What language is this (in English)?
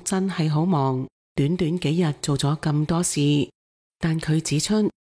Cantonese